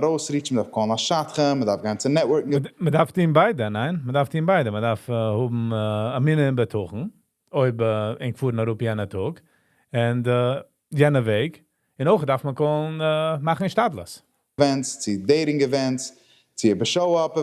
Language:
Yiddish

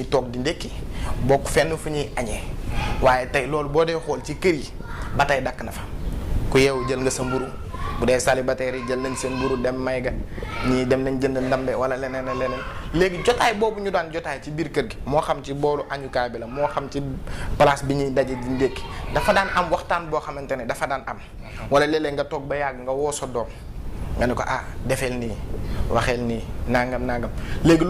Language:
Wolof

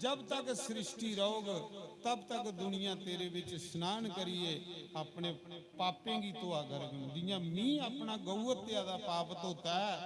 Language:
Dogri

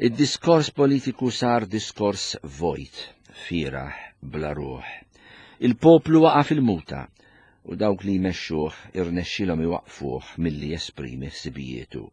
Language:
Maltese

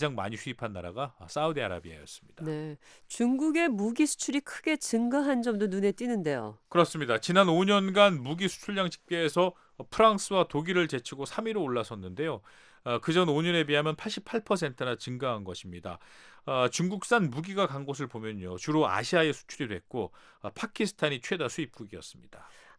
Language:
Korean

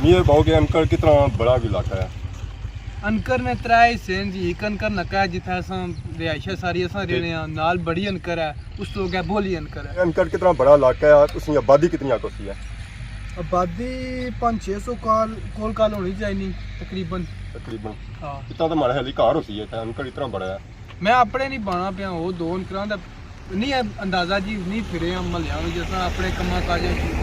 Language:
Pahari-Potwari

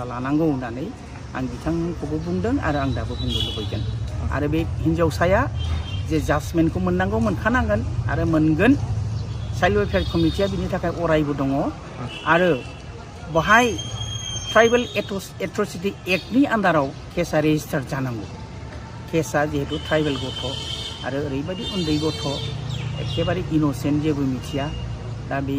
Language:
Bodo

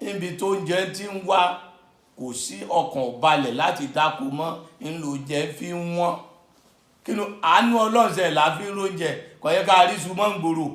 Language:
Yoruba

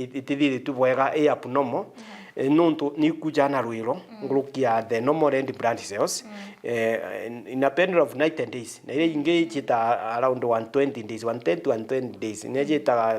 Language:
Meru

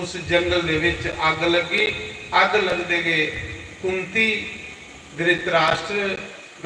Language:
Dogri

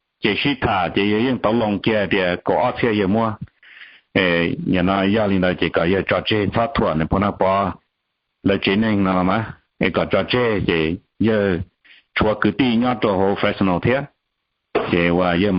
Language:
Hmong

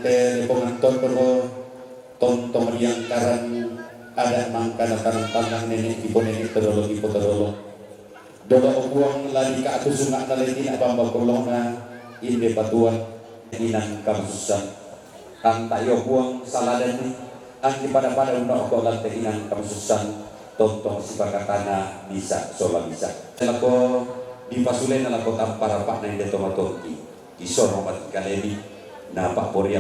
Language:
Toraja-Sa'dan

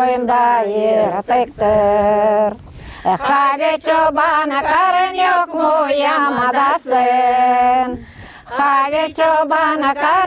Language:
Gagauz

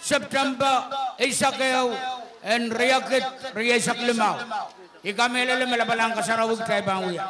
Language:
Pohnpeian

